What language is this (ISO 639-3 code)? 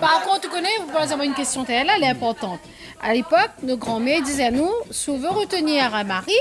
rcf